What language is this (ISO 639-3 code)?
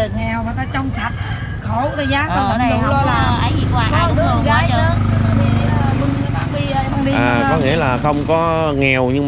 vie